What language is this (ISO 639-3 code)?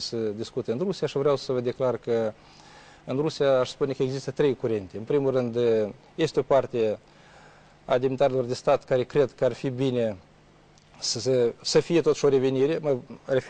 ron